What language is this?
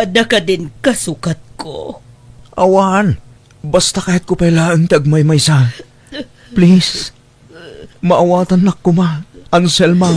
Iloko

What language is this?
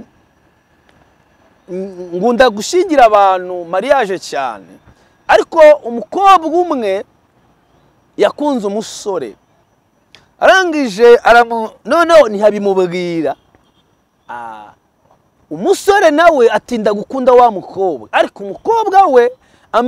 Kinyarwanda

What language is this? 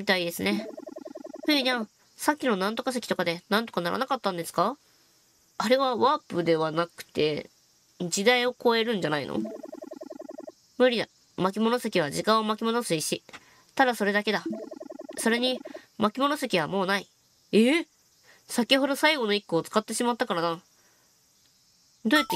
Japanese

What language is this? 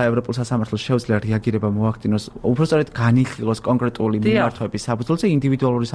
Georgian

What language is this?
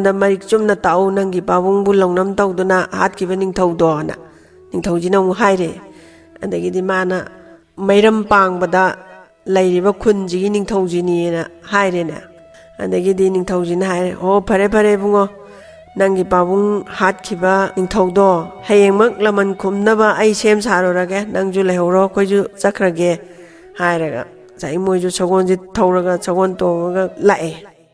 Manipuri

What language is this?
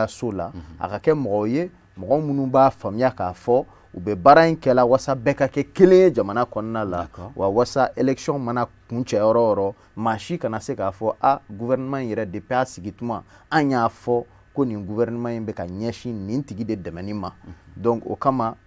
Bambara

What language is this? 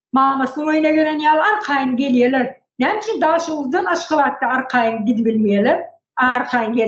Turkmen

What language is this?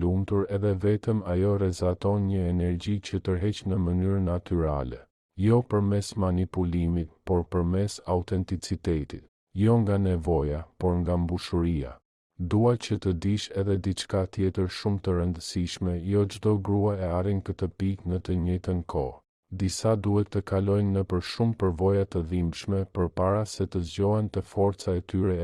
Albanian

